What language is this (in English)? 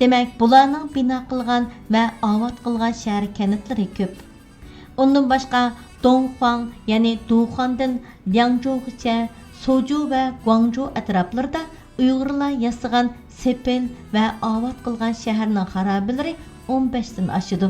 Uyghur